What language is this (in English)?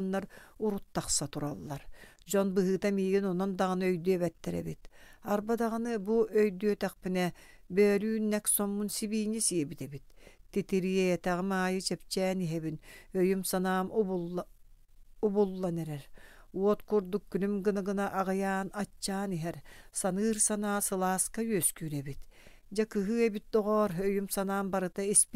Yakut